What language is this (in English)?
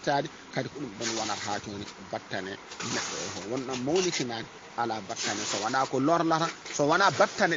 Fula